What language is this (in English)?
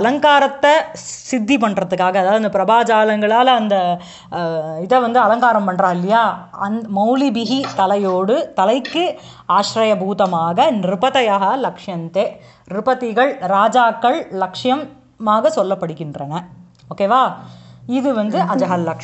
Tamil